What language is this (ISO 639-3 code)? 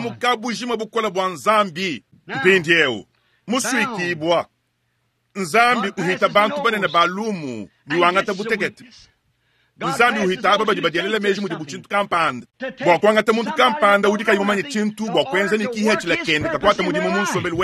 lua